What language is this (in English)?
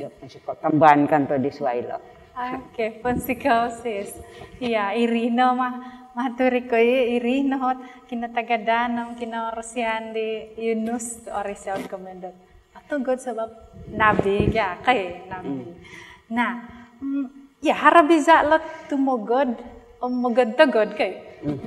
Central Dusun